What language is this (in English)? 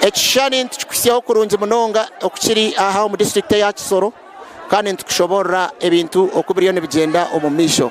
Nyankole